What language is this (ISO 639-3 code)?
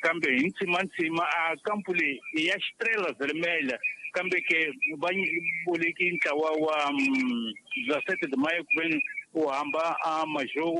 tso